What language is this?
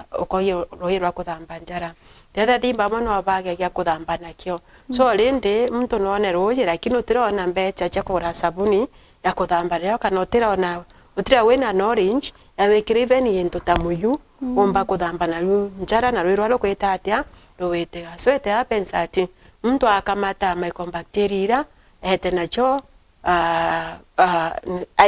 Meru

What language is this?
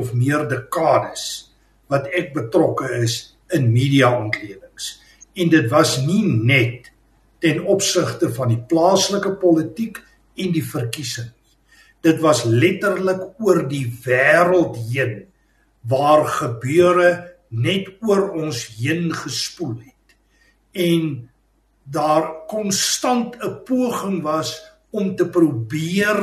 Afrikaans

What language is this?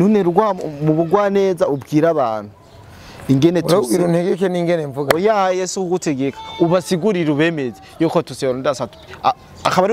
Rundi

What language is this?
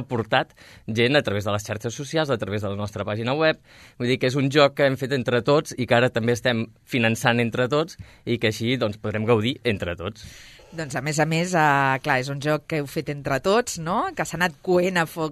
Catalan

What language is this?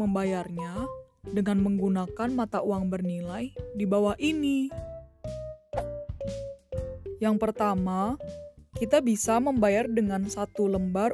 Indonesian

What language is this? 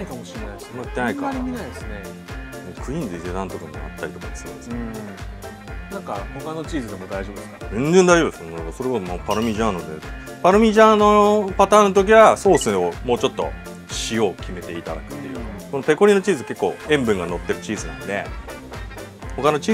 Japanese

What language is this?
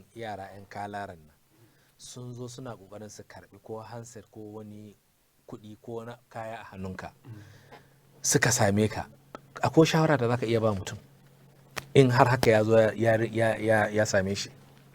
Hausa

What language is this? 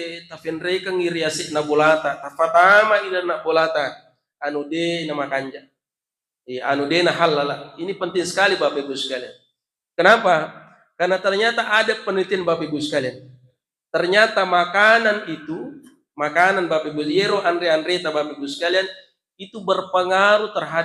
Buginese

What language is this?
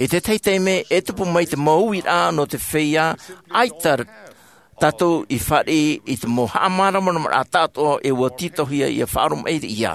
Tahitian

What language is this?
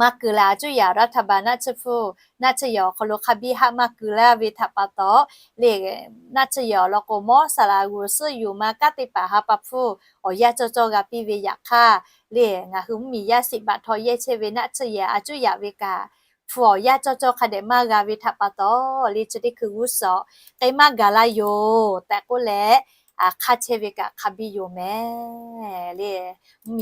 Lahu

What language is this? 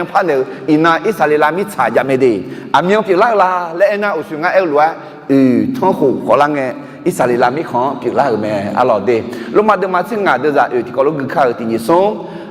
Akha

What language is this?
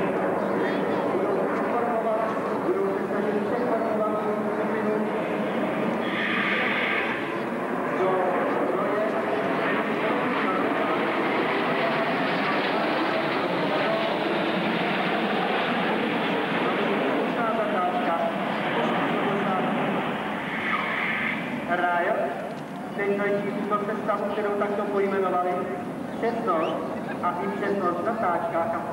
Czech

